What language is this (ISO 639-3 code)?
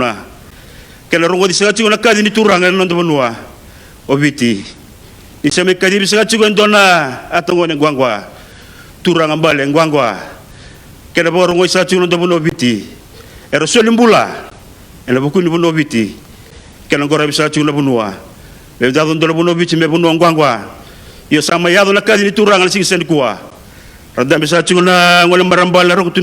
fij